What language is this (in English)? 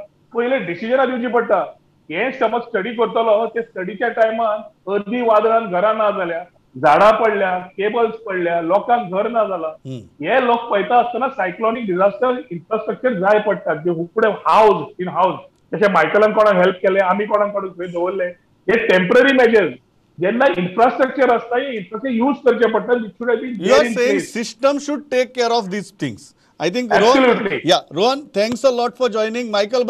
Konkani